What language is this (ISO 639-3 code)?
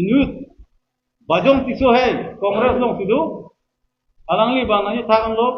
mjw